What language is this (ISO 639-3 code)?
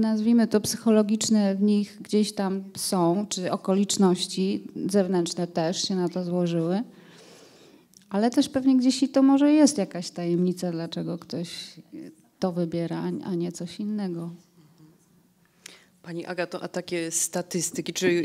pol